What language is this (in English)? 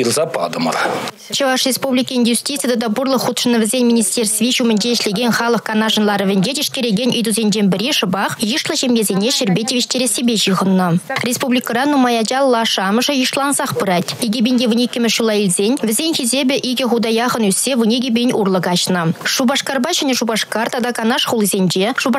Chuvash